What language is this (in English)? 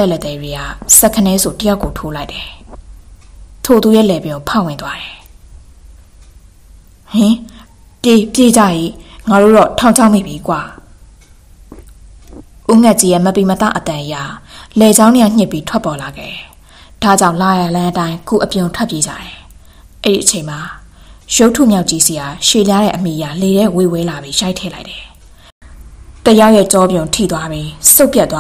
Burmese